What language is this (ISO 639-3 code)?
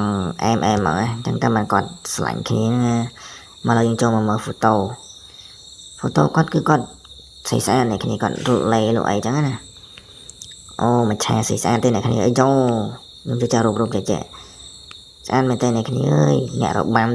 khm